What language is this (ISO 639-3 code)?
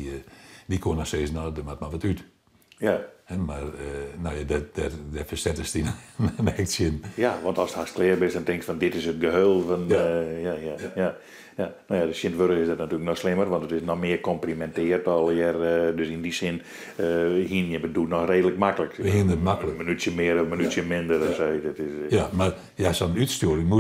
fry